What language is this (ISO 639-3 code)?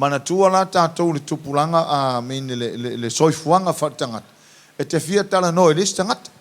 smo